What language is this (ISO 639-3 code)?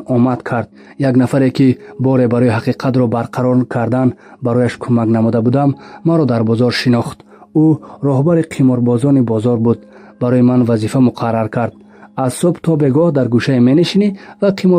tgk